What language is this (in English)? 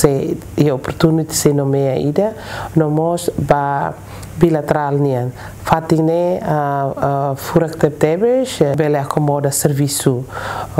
Tetum